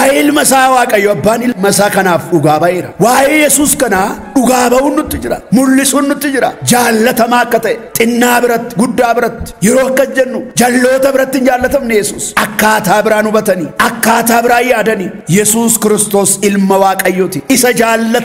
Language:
Oromo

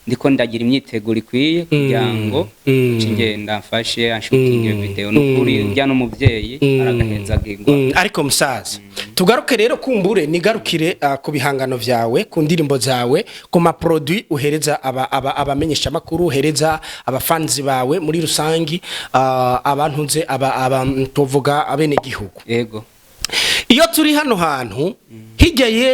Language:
Rundi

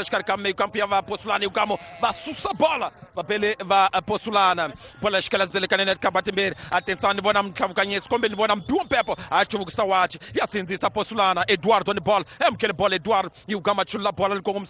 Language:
Tsonga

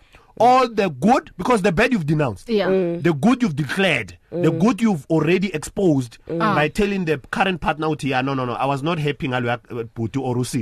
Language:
English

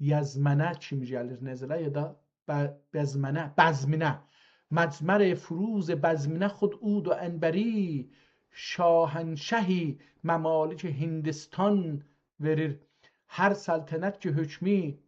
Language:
South Azerbaijani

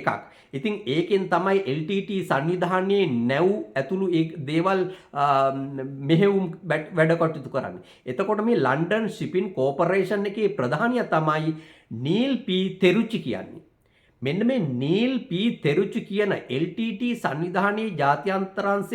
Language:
Sinhala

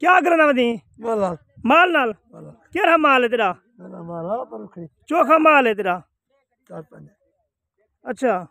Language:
Saraiki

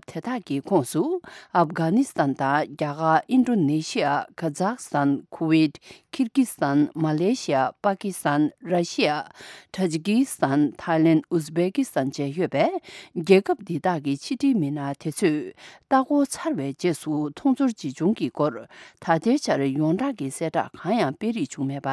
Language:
Tibetan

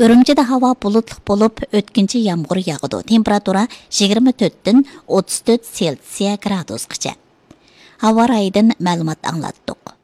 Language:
Uyghur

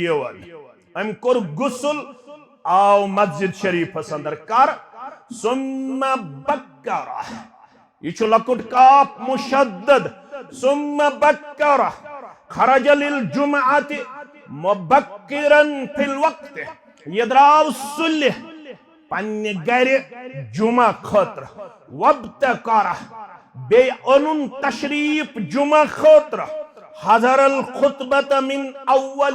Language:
Kashmiri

